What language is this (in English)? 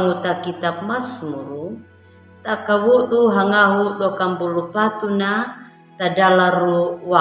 Anakalangu